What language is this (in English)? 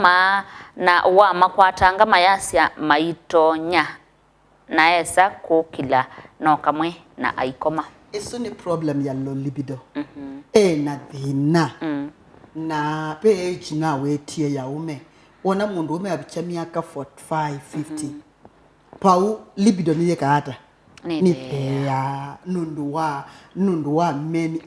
Kamba